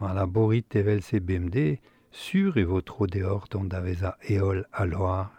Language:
Breton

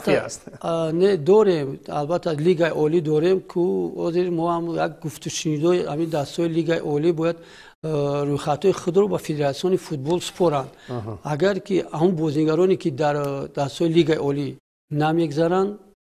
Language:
Tajik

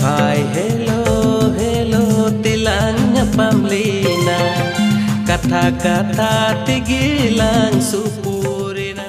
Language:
Santali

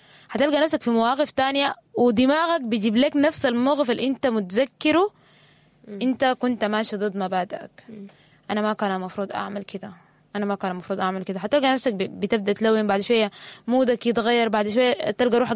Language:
Sudanese Arabic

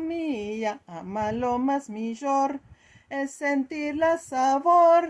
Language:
Ladino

